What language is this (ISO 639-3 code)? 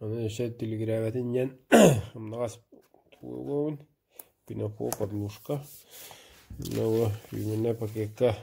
sah